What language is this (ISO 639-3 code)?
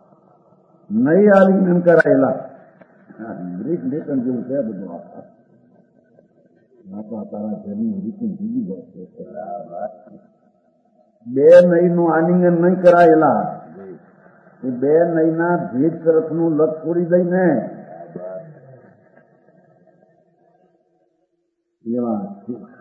guj